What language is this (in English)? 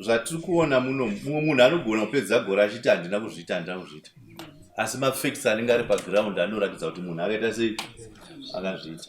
Shona